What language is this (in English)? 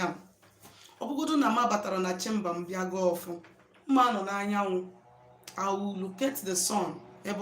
Igbo